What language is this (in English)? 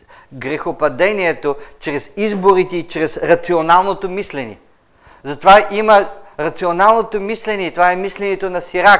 Bulgarian